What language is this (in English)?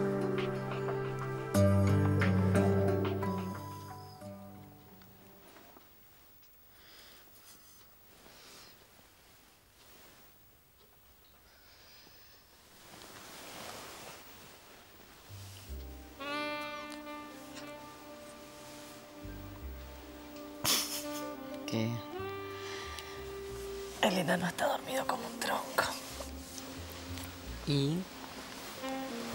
Spanish